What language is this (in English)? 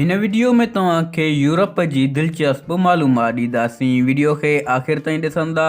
Sindhi